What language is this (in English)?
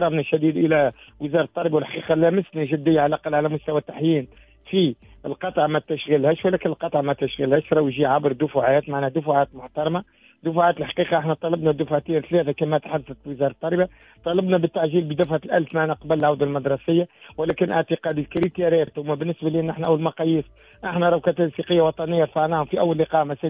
Tunisian Arabic